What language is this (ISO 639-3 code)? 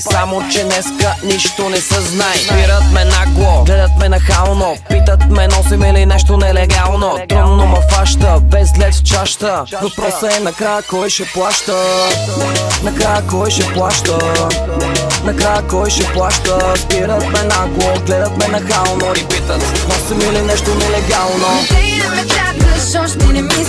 bul